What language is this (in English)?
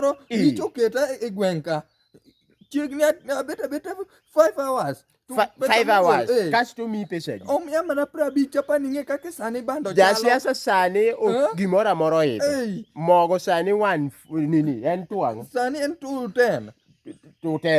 Luo (Kenya and Tanzania)